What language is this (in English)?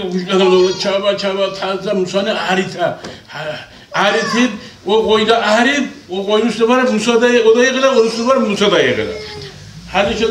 Kumyk